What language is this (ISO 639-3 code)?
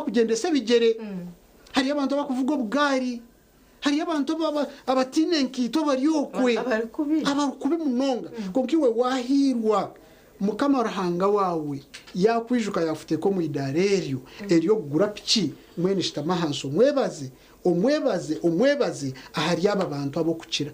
nyn